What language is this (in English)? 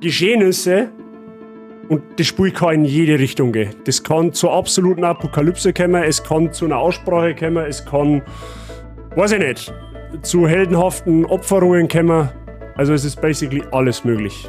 Bavarian